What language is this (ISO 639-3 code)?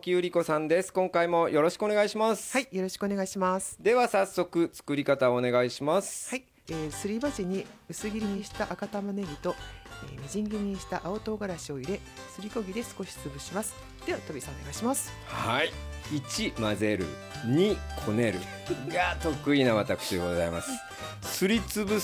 jpn